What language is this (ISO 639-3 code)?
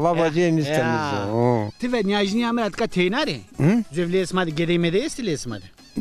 zza